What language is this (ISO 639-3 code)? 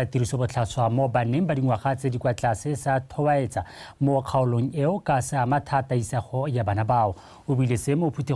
tsn